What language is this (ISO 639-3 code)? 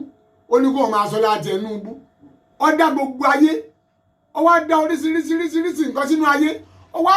yor